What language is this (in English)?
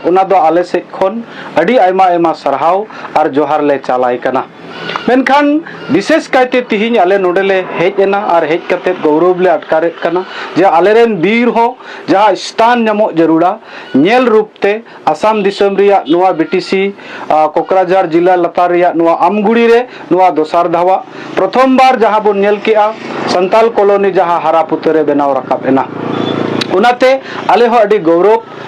Santali